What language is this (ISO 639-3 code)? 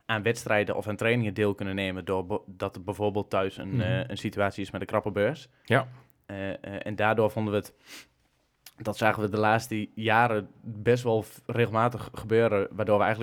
nld